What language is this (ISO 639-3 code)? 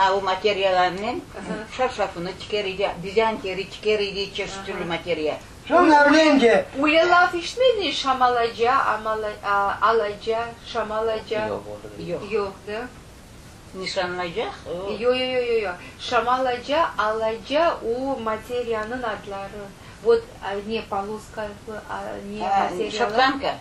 crh